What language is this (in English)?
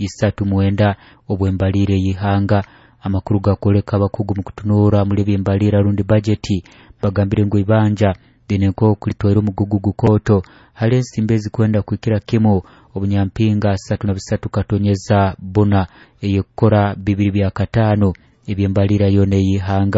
Nyoro